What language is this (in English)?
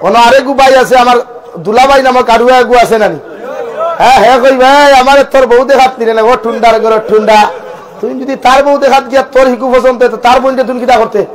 Sylheti